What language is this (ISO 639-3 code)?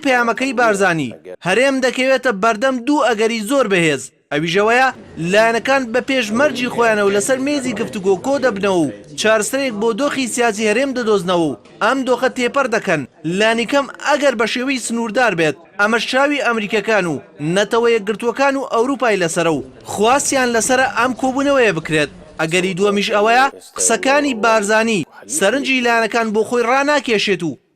ckb